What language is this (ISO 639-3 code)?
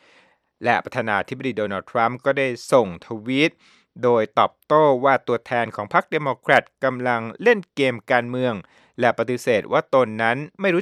tha